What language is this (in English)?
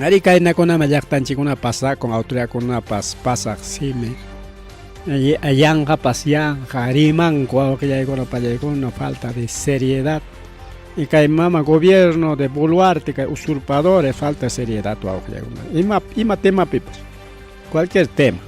Ayacucho Quechua